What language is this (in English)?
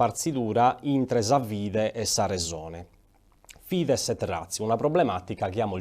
Sardinian